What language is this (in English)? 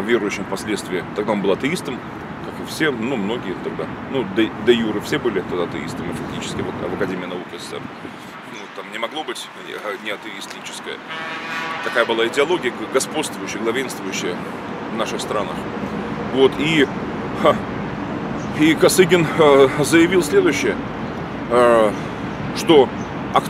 Russian